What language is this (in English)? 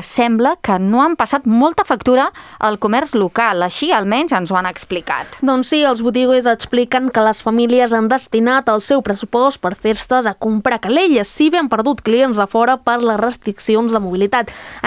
Catalan